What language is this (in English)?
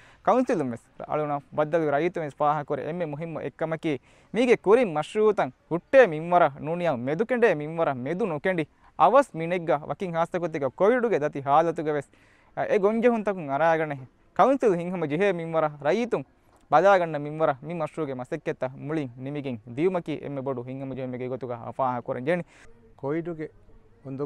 Divehi